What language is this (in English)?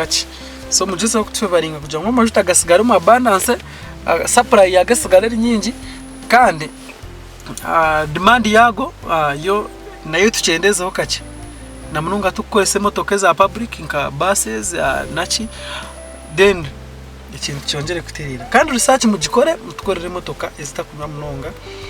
Nyankole